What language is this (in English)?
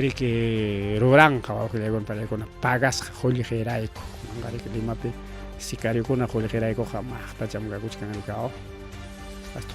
Ayacucho Quechua